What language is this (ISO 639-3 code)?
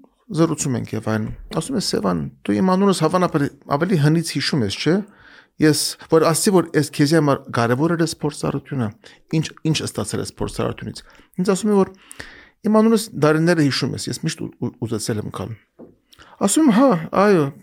hye